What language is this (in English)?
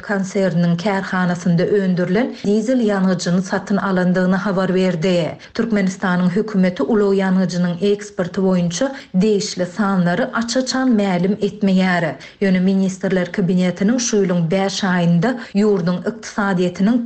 Turkmen